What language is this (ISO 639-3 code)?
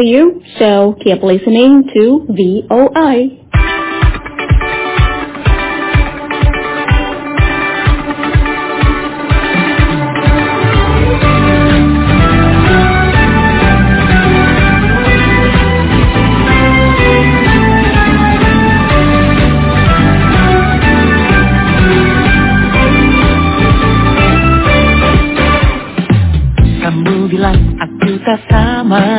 ind